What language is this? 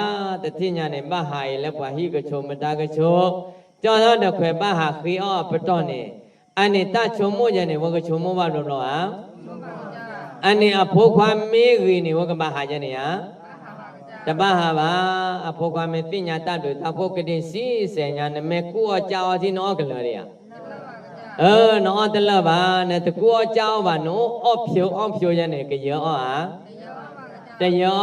S'gaw Karen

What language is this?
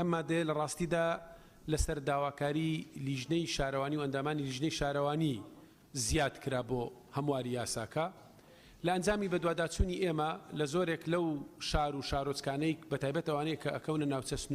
Central Kurdish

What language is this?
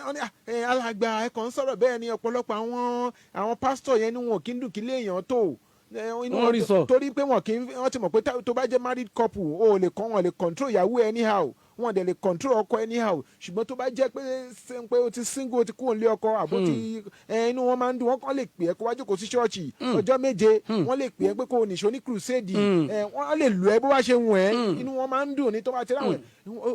Yoruba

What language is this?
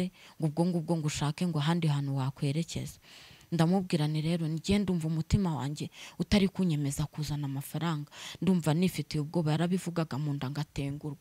Kinyarwanda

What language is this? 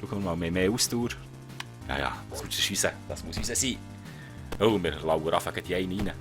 Swiss German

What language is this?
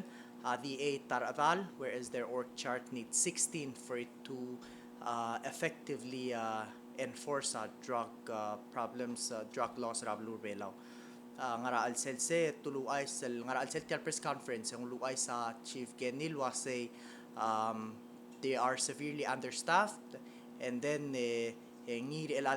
Palauan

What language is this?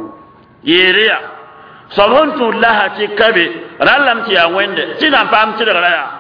Mossi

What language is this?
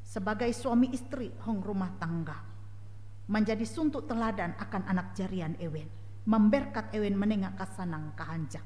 Ngaju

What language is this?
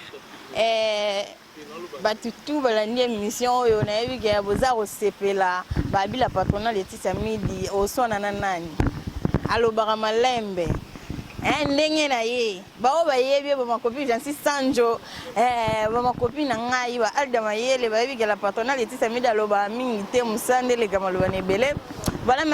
Lingala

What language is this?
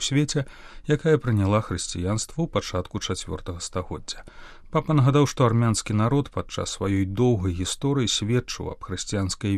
Belarusian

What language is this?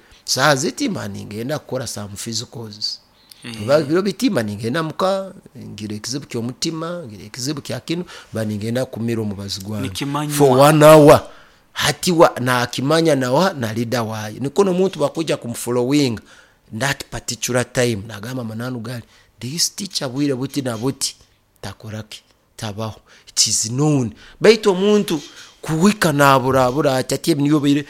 Nyoro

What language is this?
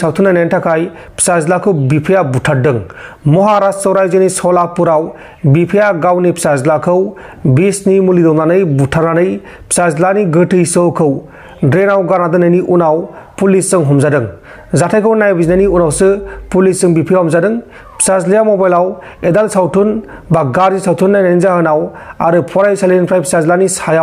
Bodo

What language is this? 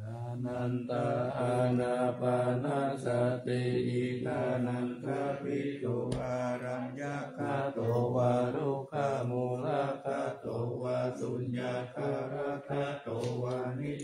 Pali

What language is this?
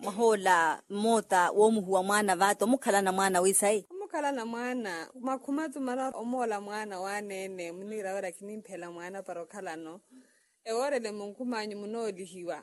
Makhuwa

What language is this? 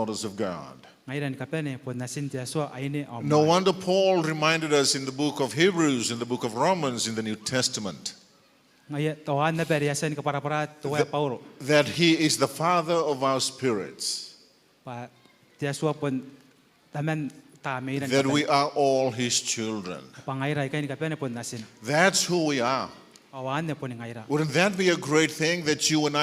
Gilbertese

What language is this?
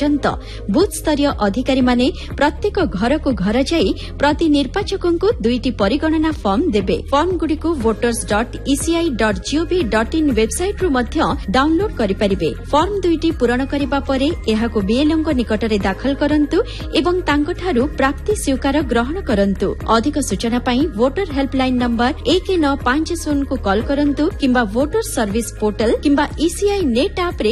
Odia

